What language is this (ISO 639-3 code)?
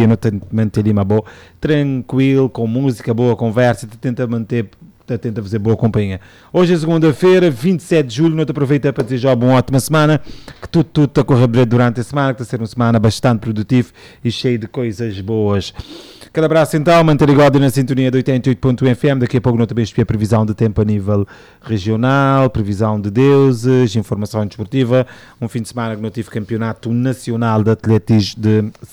por